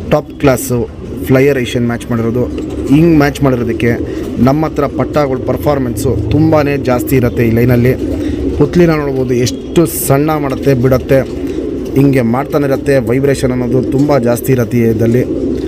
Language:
Kannada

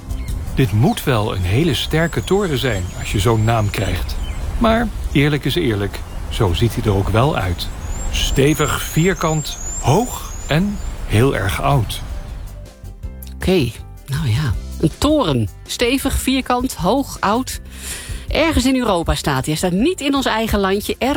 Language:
Dutch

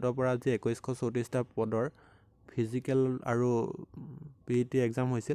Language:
Assamese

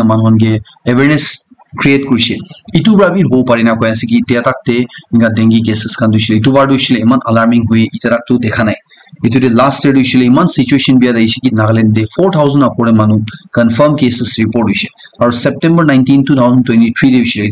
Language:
Naga Pidgin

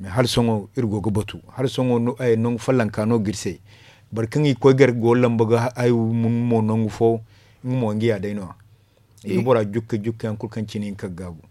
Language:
Zarma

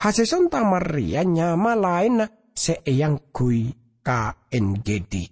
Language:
Madurese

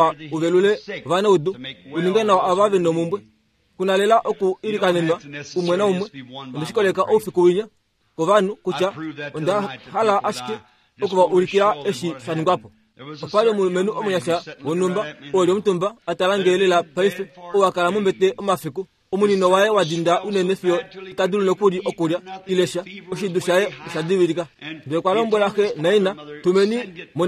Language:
Kuanyama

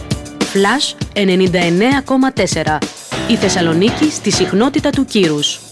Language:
Greek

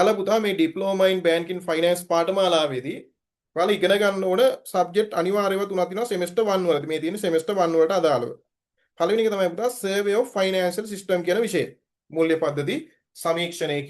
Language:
Sinhala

